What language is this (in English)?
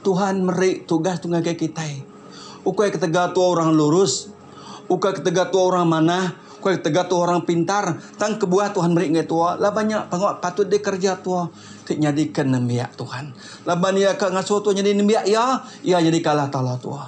Iban